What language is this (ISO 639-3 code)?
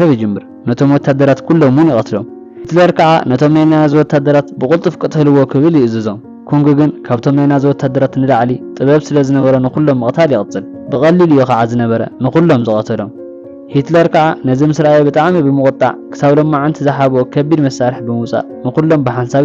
tir